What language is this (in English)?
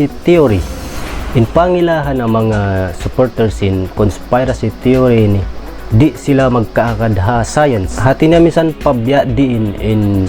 Tausug